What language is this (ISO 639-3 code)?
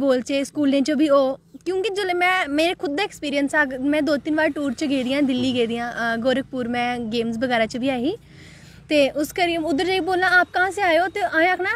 doi